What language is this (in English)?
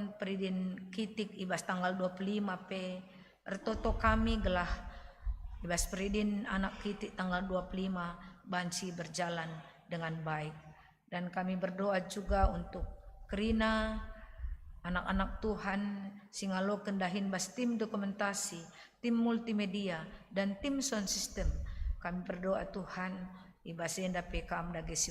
Batak Karo